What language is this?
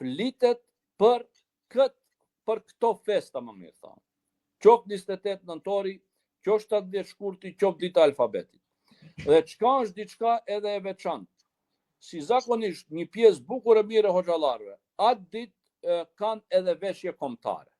Albanian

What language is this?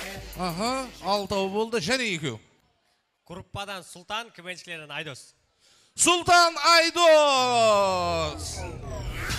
Kazakh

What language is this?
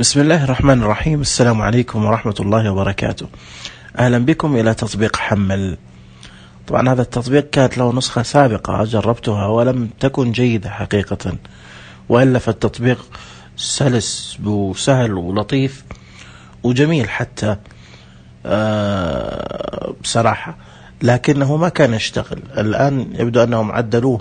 Najdi Arabic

